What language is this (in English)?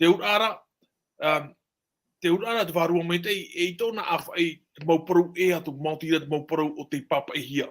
Tahitian